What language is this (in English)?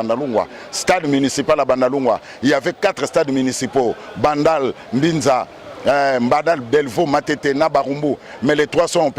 Lingala